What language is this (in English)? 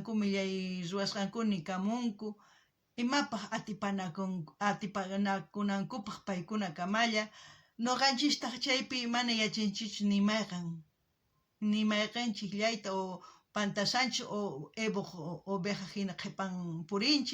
South Bolivian Quechua